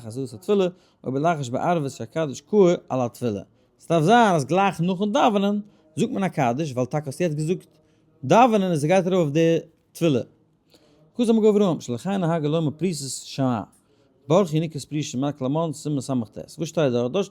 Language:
Yiddish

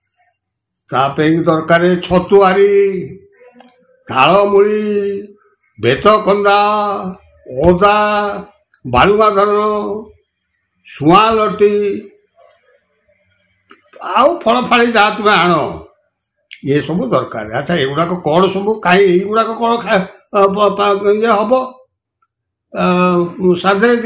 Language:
Odia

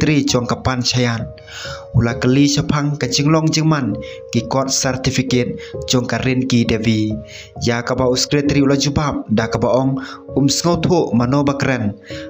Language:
Khasi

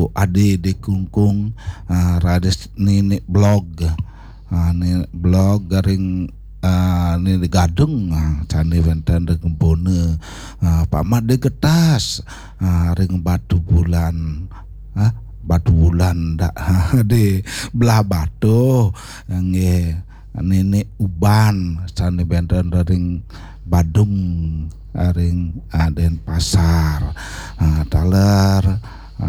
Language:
Balinese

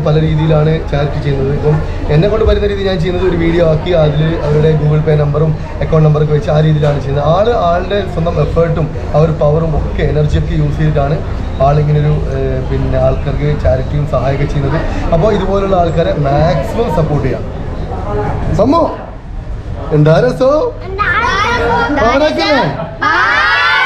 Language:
Malayalam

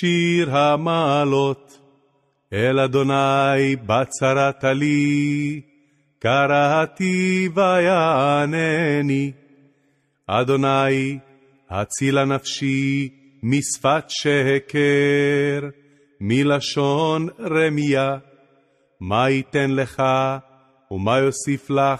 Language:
Hebrew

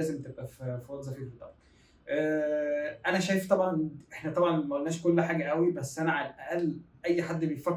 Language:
Egyptian Arabic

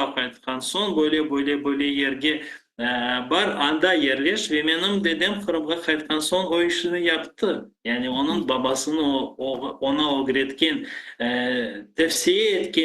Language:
Crimean Tatar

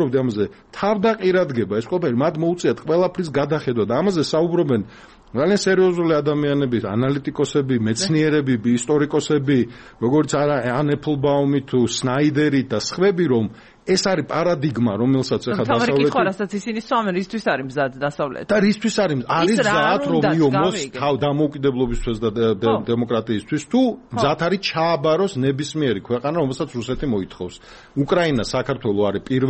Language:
Georgian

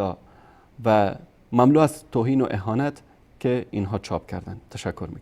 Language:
Persian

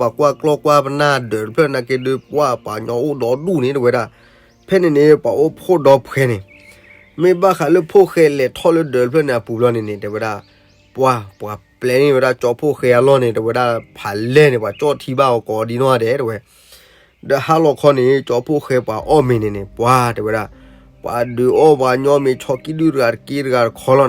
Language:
S'gaw Karen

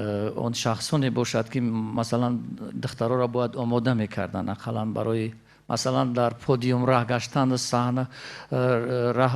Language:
Tajik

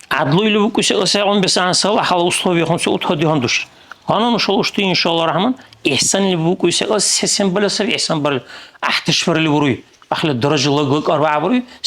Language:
Dargwa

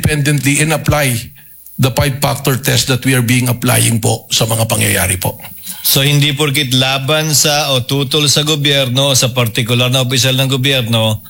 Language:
Filipino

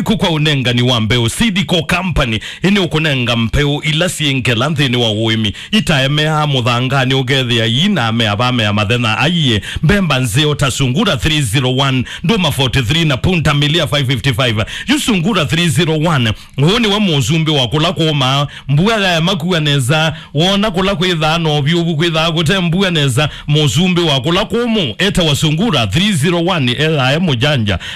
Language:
Kamba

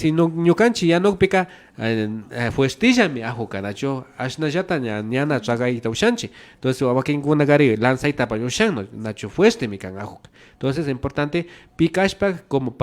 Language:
Imbabura Highland Quichua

